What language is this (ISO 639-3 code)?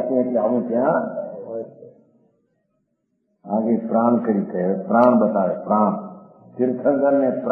guj